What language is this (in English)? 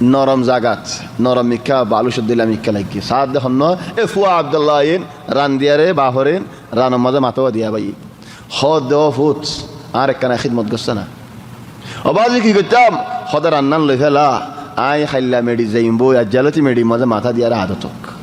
Rohingya